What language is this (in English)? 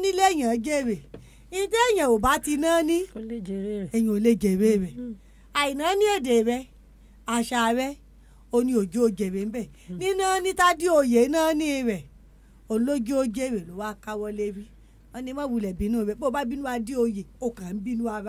Yoruba